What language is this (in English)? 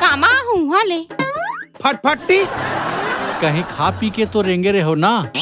Chhattisgarhi